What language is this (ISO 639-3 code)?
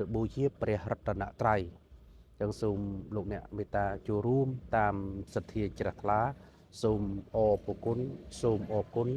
khm